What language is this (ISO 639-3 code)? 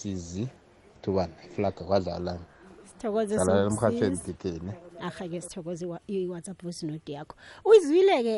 nbl